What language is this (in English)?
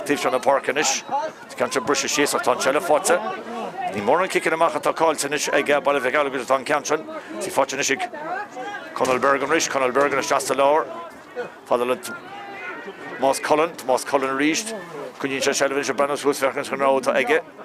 Irish